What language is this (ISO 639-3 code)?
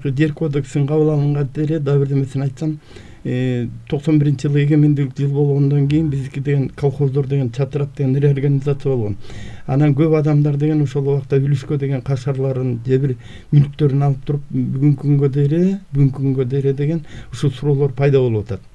kir